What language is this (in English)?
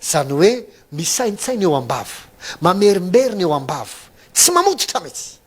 Malagasy